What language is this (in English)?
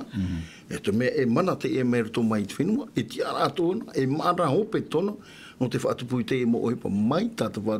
Tahitian